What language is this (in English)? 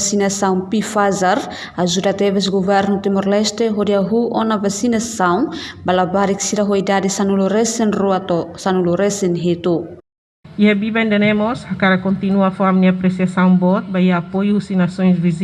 Tetum